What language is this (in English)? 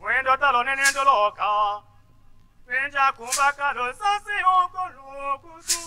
Tetela